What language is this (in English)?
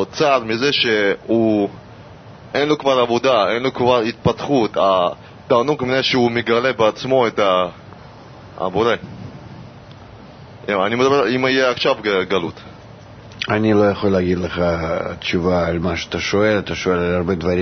Hebrew